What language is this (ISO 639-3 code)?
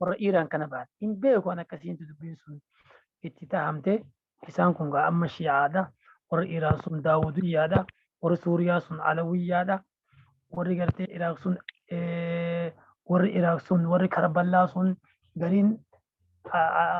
orm